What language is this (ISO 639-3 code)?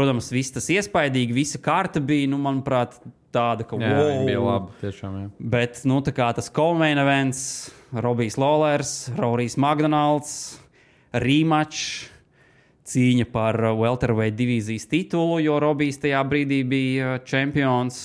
lav